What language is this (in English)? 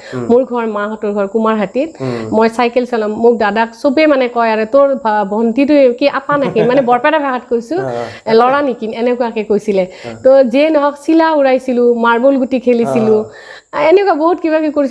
Assamese